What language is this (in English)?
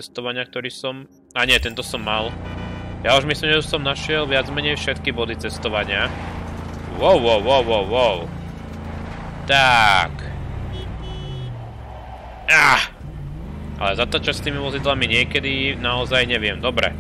Slovak